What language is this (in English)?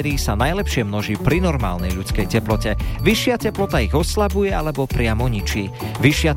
Slovak